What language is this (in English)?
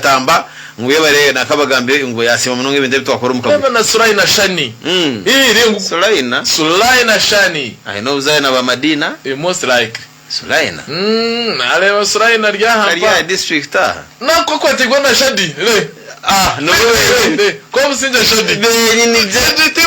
Nyankole